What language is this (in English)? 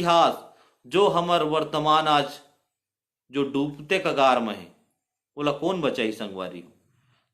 Chhattisgarhi